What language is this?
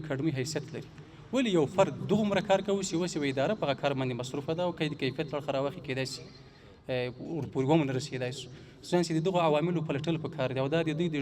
Pashto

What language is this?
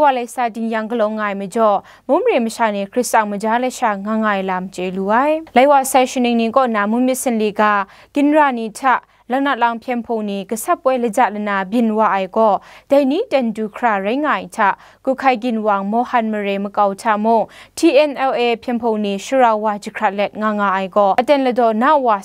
Kachin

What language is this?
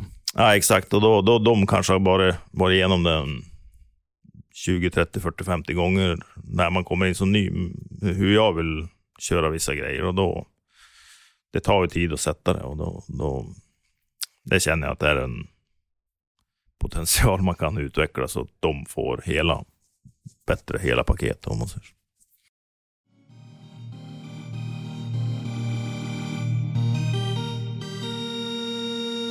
Swedish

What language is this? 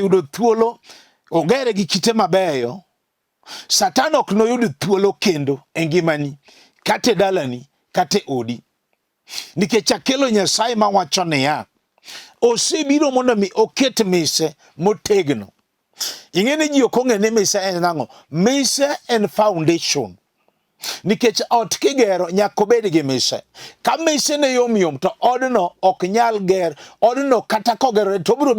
Luo (Kenya and Tanzania)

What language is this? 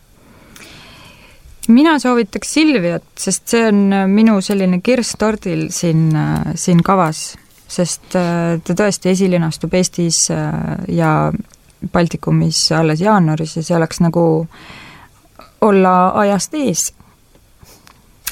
Estonian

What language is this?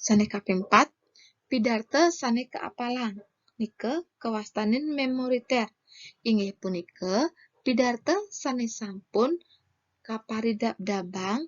Balinese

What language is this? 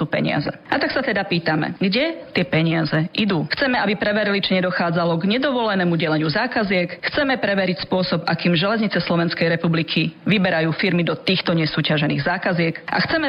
Slovak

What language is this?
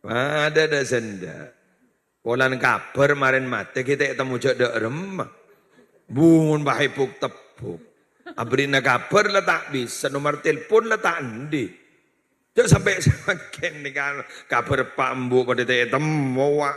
Madurese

